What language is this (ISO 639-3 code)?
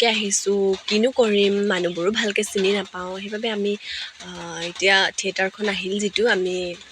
asm